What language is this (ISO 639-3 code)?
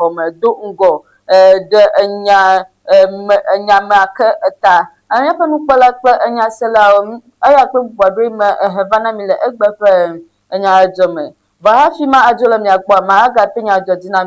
ewe